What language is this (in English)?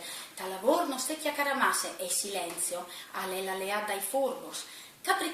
Friulian